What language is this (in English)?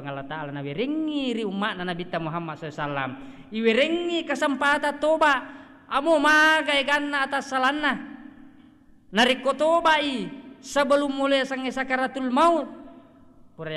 Buginese